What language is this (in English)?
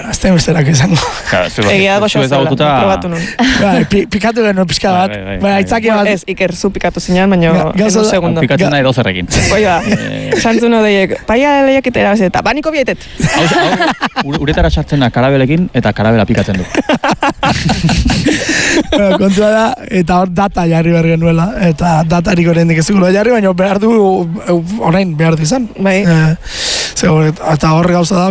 Basque